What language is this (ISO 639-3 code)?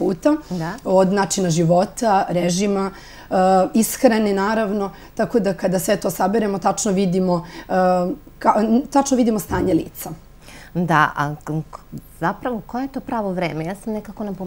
srp